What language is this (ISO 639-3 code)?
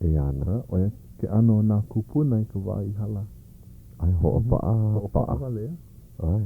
haw